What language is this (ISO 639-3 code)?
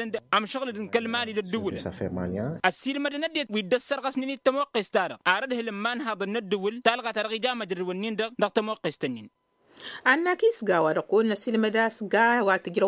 taq